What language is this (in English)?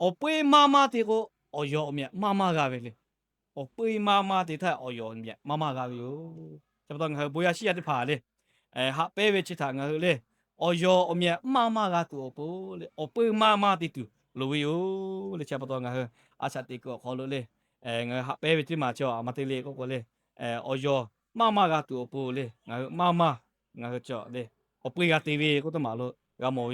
Lahu